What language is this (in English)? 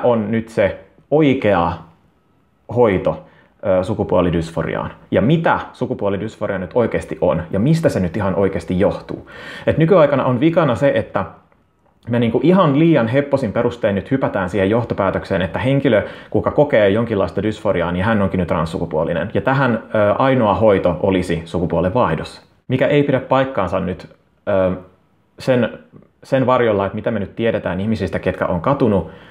Finnish